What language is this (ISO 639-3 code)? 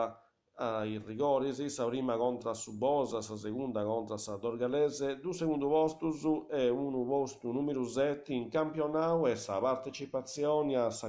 srd